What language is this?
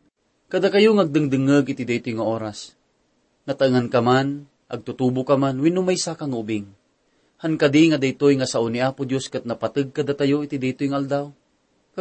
Iloko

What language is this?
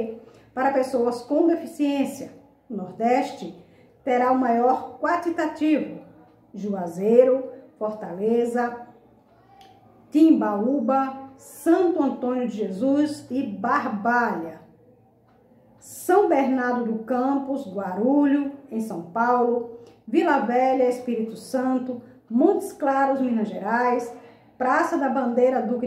Portuguese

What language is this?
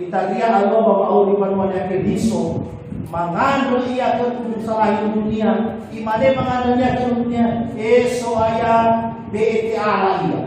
Nias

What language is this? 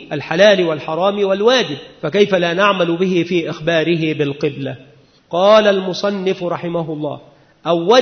Arabic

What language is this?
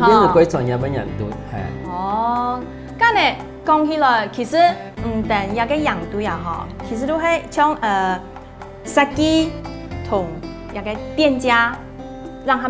Hakka Chinese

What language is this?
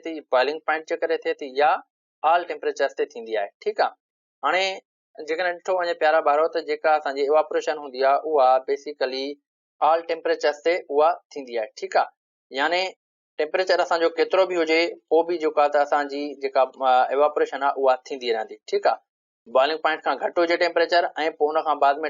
Sindhi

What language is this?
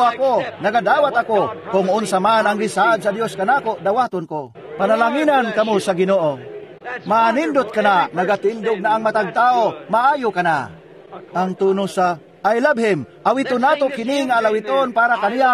Cebuano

